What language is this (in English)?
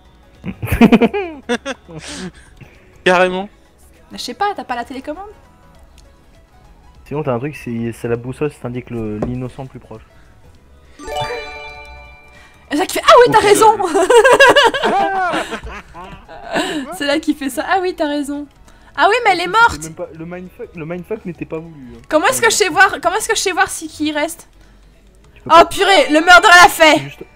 French